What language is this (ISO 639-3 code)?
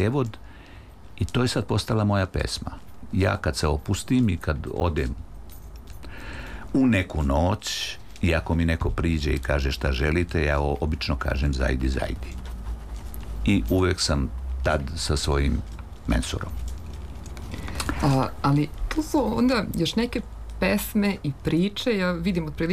srp